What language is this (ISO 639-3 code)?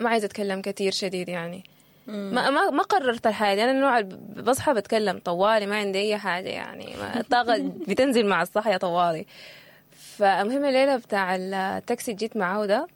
apd